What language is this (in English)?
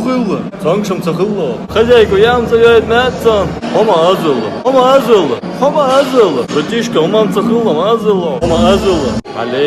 Chechen